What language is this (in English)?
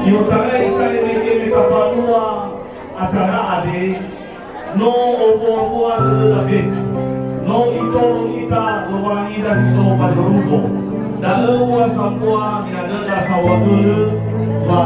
Nias